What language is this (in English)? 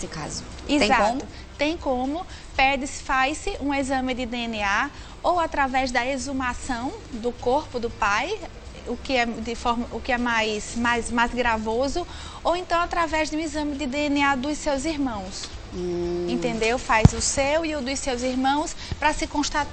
Portuguese